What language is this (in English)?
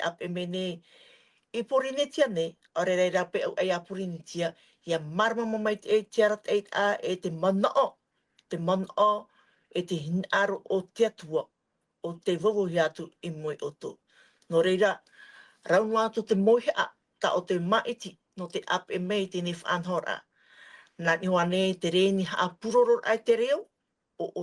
Tahitian